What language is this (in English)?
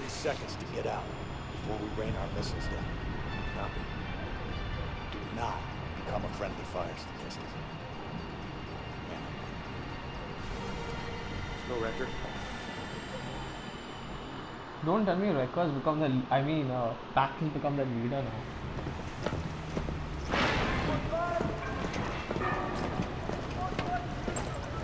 English